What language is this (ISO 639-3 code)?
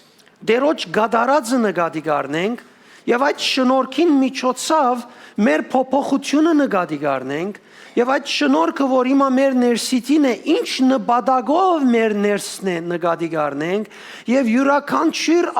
hyw